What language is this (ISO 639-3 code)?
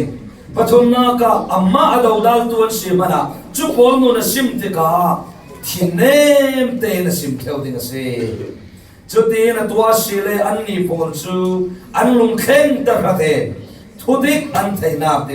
cfm